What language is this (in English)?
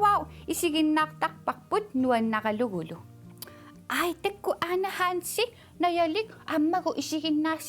Kalaallisut